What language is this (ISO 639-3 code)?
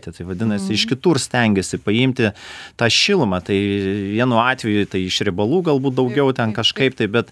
lit